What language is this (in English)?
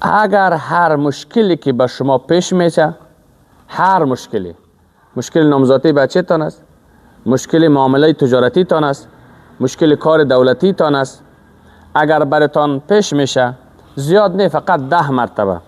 Persian